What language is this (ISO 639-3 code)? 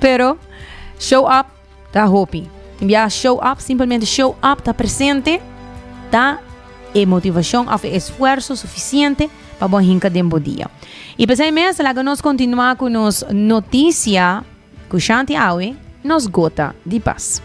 pap